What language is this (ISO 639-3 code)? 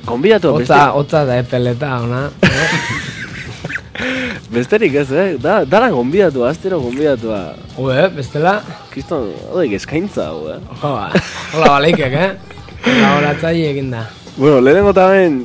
eus